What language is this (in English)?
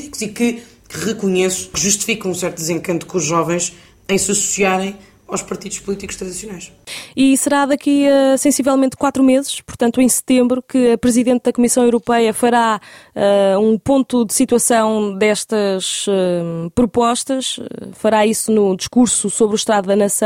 Portuguese